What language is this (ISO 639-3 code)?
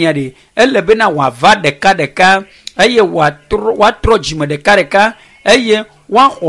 ewe